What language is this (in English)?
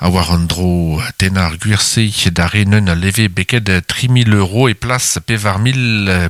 Breton